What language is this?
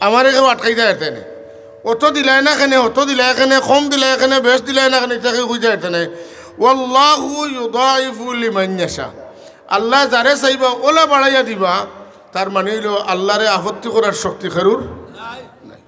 Sylheti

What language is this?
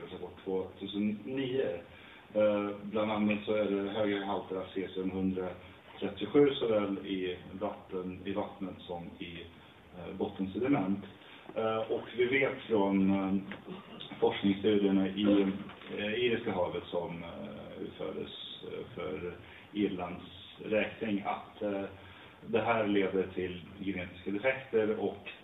Swedish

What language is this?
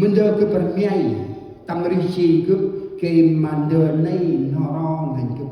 Central Mnong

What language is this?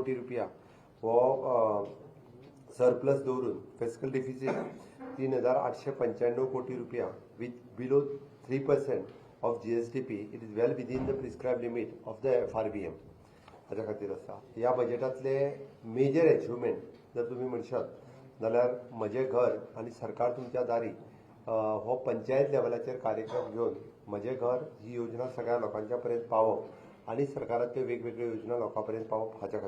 Konkani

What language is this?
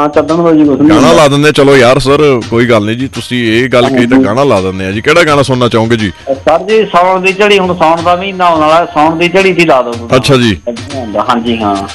Punjabi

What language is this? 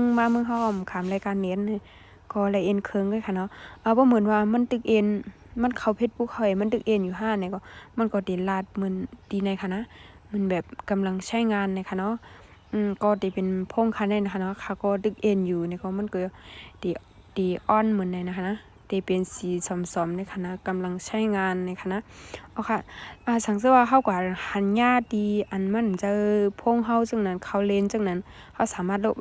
Shan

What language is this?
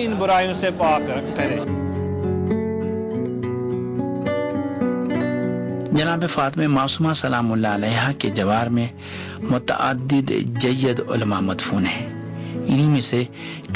Urdu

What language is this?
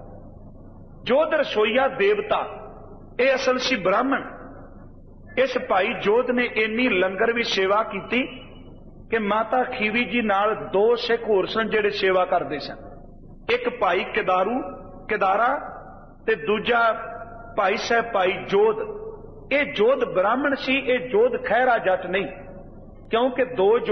Punjabi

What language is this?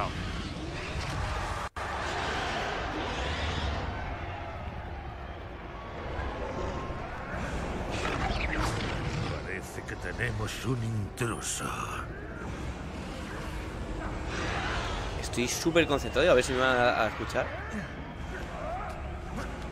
Spanish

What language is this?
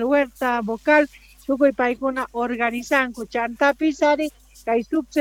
Quechua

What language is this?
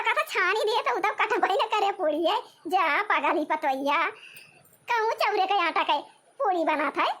Awadhi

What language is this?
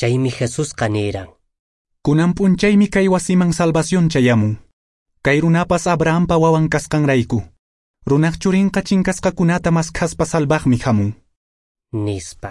Quechua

